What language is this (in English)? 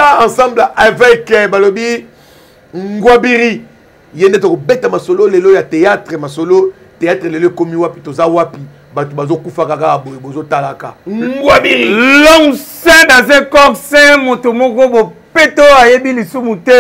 Lingala